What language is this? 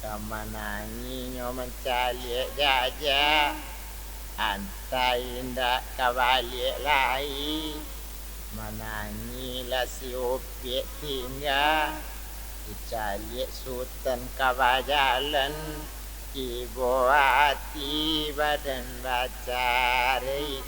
Minangkabau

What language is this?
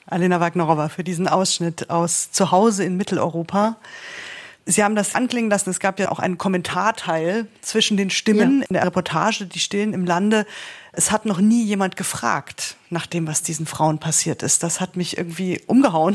German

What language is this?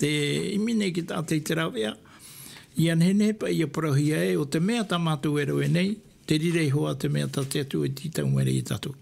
Tahitian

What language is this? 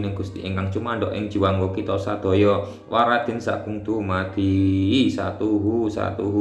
Javanese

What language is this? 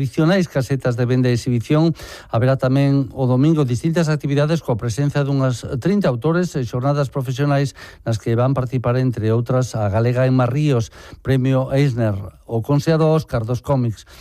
Galician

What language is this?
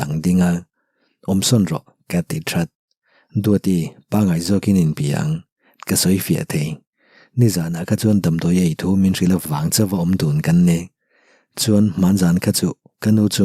Mizo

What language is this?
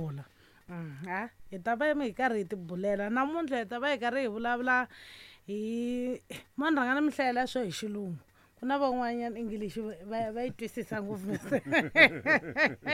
Tsonga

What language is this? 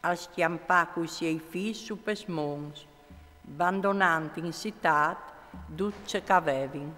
Friulian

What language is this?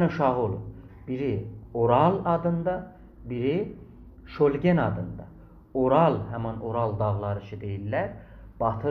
South Azerbaijani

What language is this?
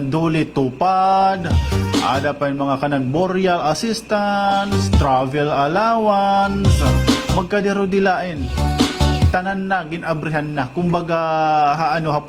Waray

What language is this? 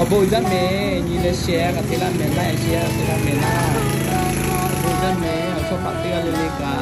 Lahu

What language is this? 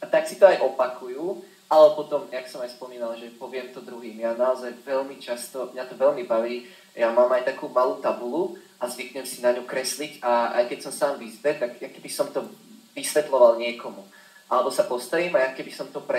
Slovak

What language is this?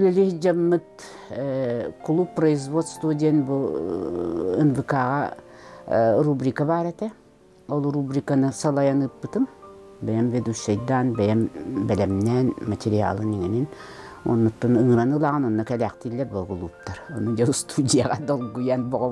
Yakut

